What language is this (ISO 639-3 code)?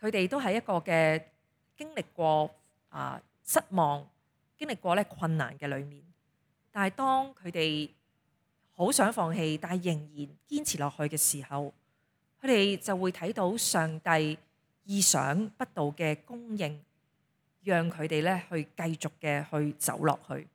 yue